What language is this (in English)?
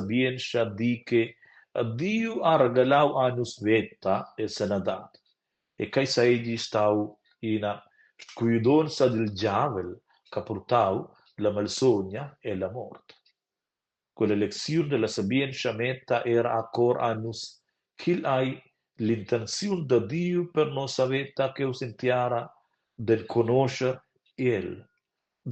Romansh